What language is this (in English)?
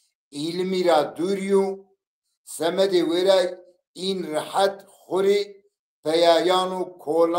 Zaza